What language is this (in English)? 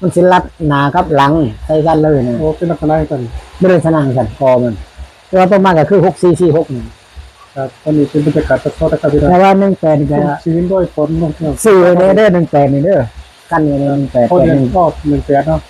Northeastern Thai